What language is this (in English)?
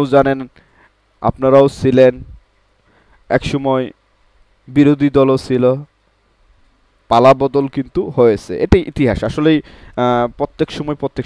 Bangla